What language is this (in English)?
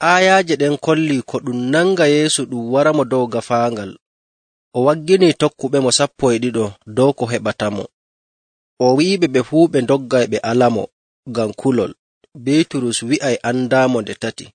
Nigerian Fulfulde